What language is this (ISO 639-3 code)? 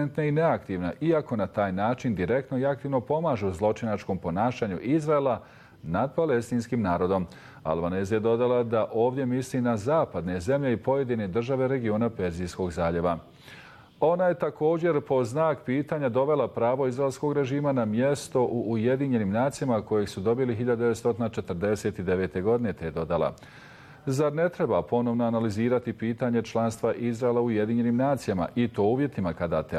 bos